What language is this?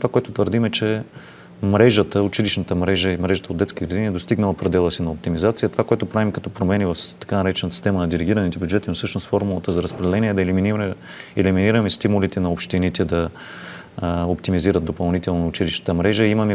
Bulgarian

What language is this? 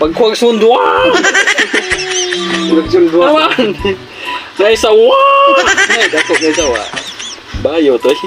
Cebuano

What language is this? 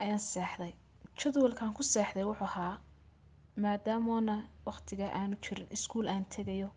Somali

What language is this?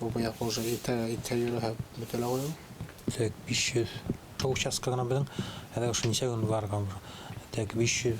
Bashkir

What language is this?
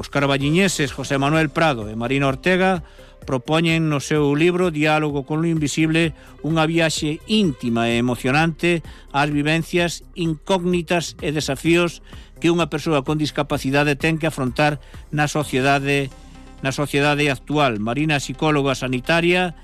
Galician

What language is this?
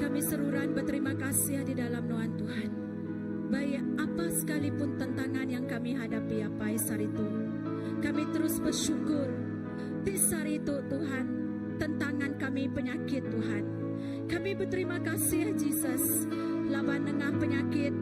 Iban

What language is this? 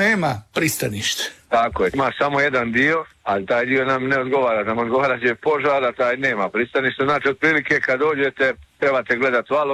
Croatian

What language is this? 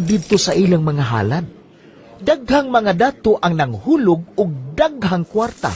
Cebuano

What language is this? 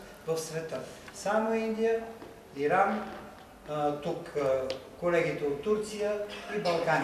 Bulgarian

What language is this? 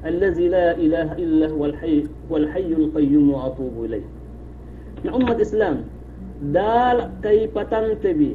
Yakan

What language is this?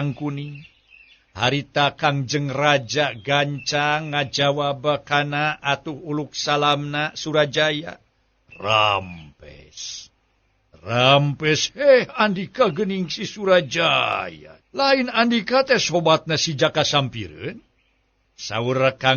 Sundanese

